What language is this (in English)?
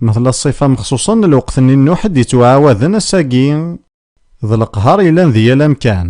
Kabyle